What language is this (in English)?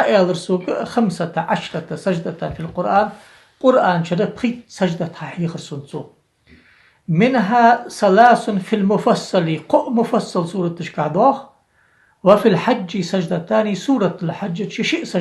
Ingush